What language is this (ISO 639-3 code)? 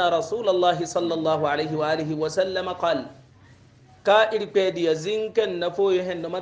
hau